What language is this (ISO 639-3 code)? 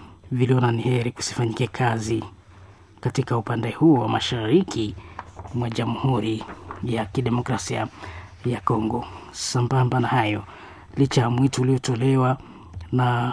swa